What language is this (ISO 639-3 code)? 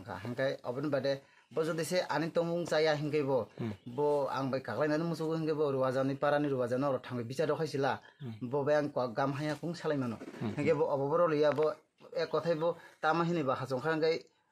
trp